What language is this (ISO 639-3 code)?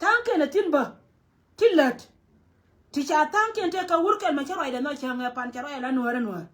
nus